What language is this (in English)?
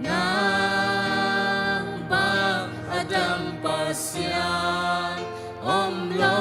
Tedim Chin